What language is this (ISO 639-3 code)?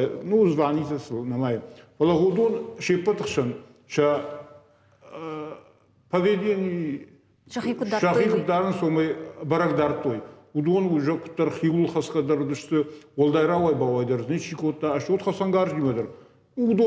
oss